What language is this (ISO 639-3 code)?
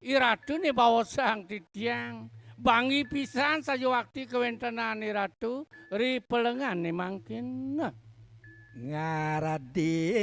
ban